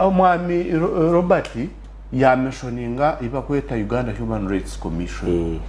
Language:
Nyankole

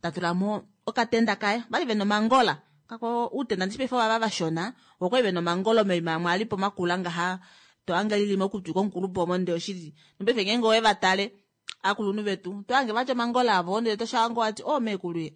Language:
Kuanyama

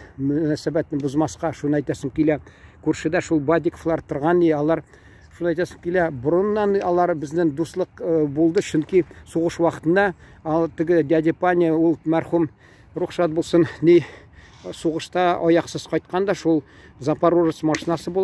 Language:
Tatar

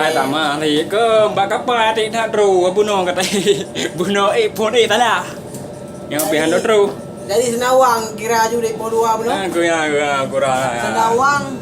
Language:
Achinese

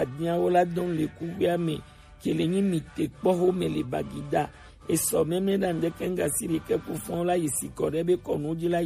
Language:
Gen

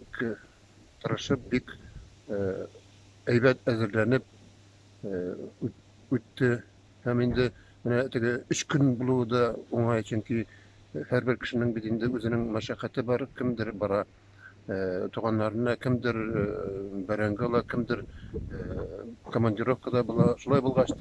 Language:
Tatar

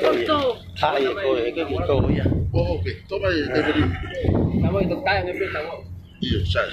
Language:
Tongan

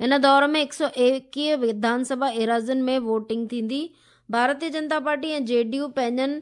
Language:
Sindhi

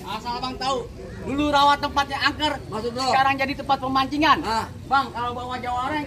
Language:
Betawi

